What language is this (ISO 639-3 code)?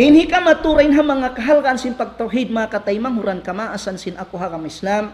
tsg